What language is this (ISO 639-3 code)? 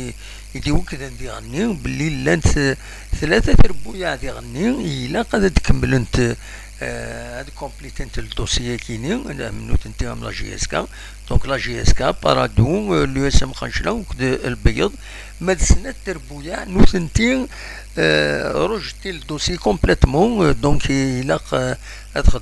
kab